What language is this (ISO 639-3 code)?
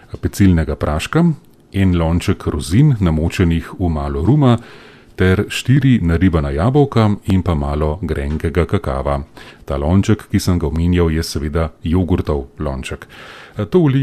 slv